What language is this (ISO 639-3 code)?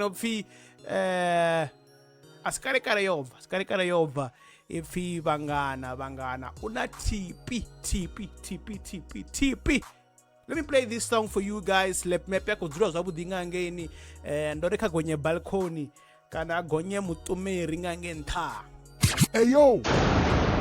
ven